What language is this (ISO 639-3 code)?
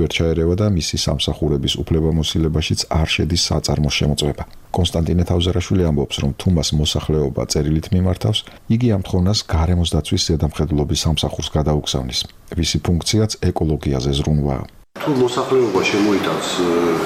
kat